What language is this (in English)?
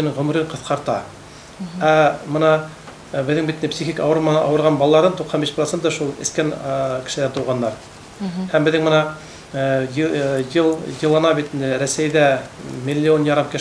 Bashkir